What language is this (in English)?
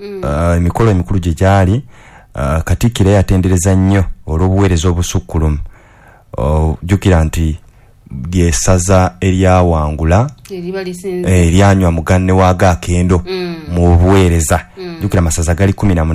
Ganda